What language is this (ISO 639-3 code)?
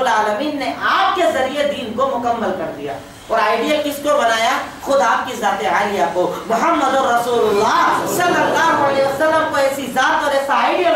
urd